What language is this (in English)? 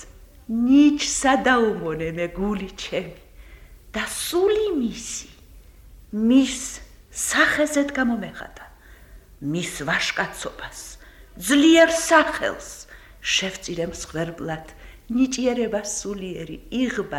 Georgian